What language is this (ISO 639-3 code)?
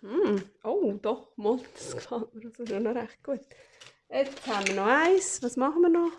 gsw